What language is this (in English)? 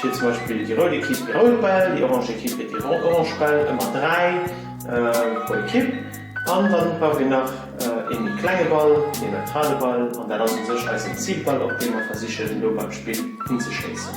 Luxembourgish